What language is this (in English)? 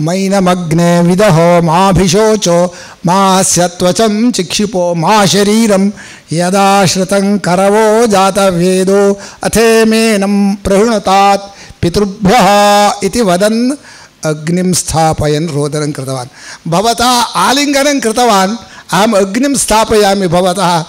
Sanskrit